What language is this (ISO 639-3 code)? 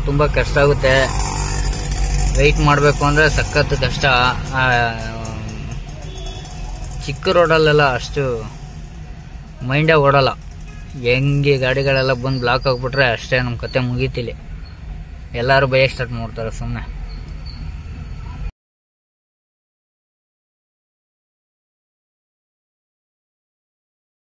kan